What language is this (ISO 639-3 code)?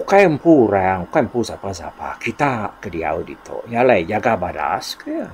iba